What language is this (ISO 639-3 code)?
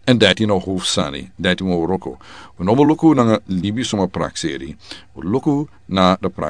srn